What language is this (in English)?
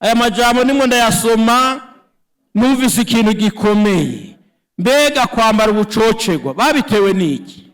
Rundi